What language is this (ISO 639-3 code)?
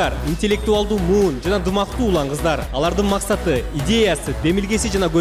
kir